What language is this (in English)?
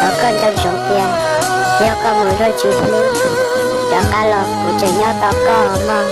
Hmong